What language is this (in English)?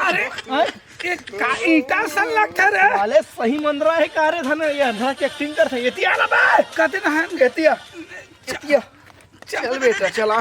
Chhattisgarhi